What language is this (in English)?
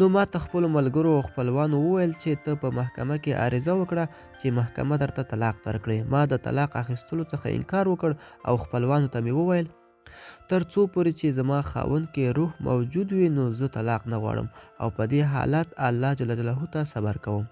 Pashto